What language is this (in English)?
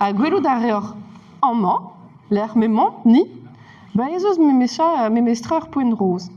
Breton